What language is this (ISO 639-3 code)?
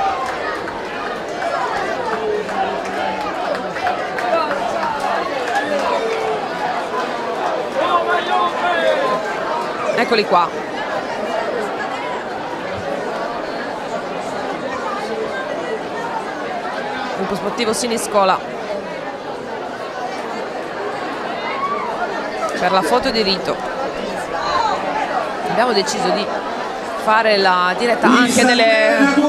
ita